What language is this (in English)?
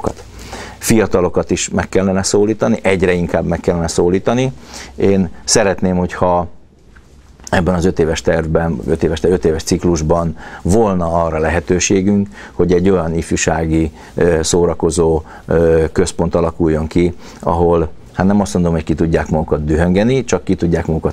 Hungarian